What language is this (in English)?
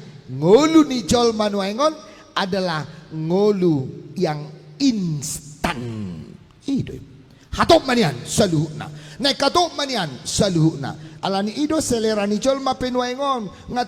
Batak Toba